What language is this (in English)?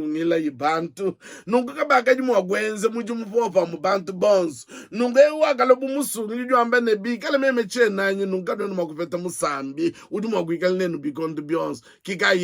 Luba-Lulua